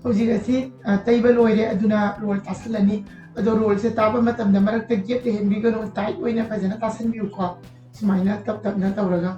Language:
Manipuri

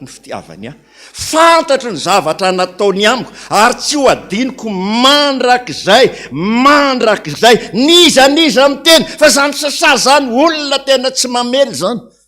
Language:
Malagasy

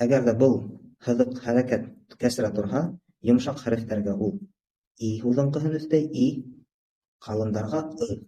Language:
Bashkir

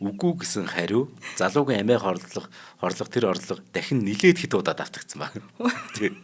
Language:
Mongolian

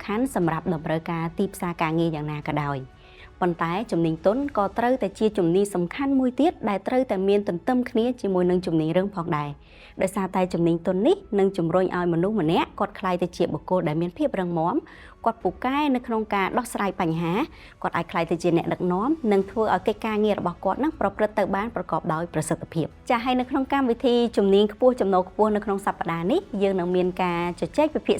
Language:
Khmer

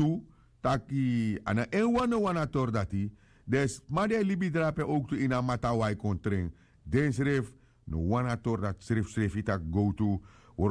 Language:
Sranan Tongo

